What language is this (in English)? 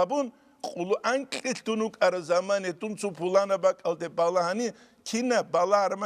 Avaric